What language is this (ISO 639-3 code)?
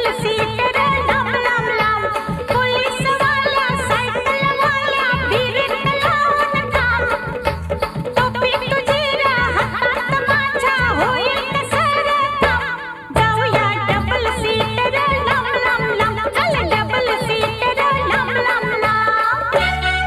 mar